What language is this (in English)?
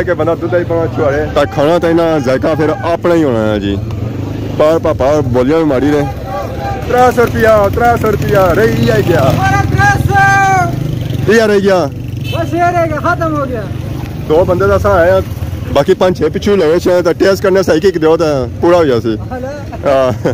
Pahari-Potwari